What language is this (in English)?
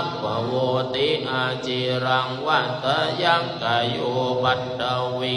Pali